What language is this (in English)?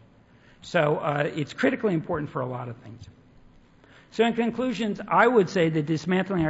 English